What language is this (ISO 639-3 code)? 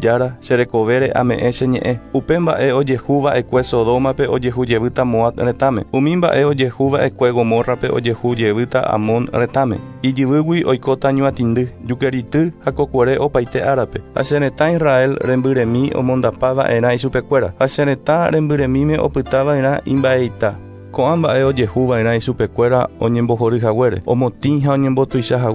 grn